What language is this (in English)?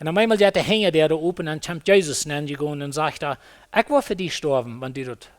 Plautdietsch